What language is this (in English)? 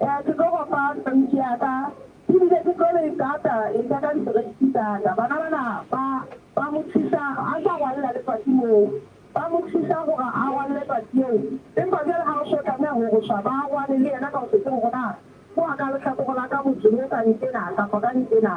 Southern Sotho